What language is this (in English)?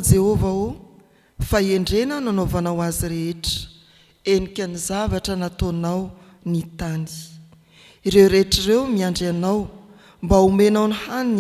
Malagasy